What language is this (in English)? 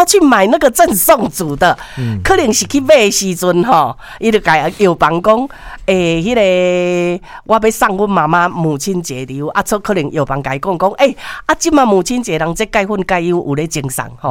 Min Nan Chinese